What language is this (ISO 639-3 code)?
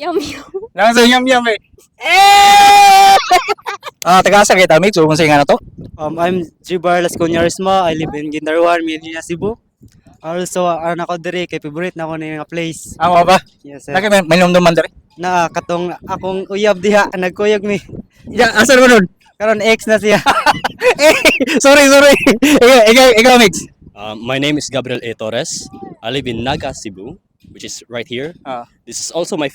ceb